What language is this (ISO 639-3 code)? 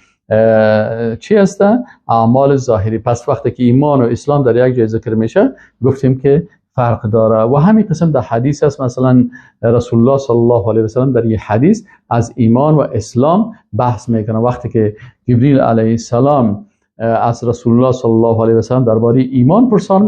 fas